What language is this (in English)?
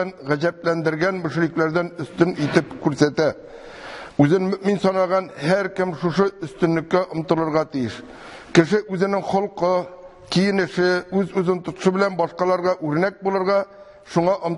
Tatar